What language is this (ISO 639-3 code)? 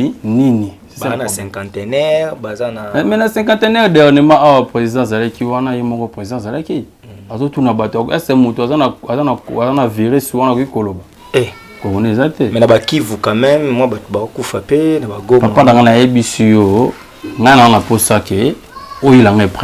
lin